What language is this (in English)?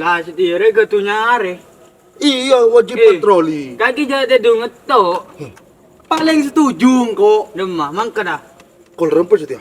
Madurese